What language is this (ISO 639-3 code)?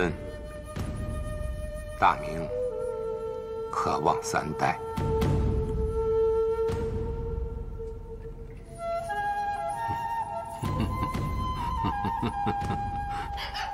zho